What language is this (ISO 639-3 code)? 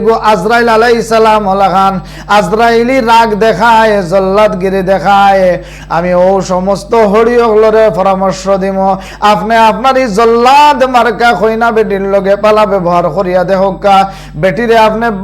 syl